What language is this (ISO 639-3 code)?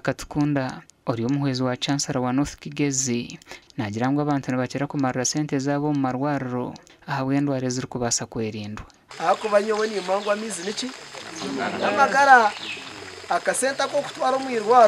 nyn